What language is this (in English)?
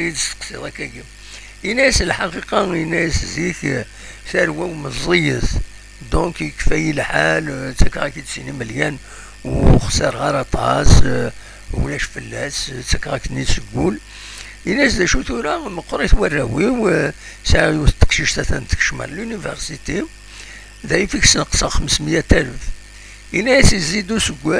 Kabyle